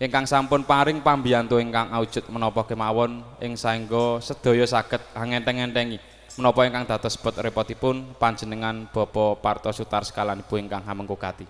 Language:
Javanese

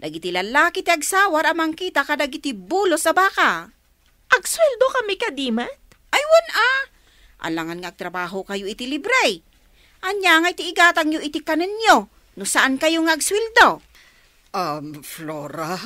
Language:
Iloko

